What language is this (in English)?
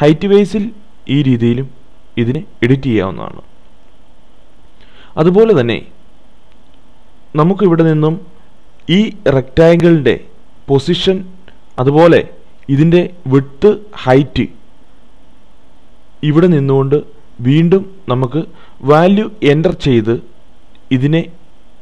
Malayalam